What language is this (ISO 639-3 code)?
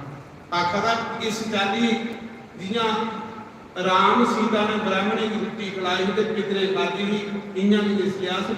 doi